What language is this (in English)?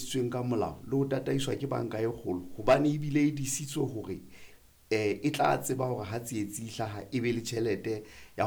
Southern Sotho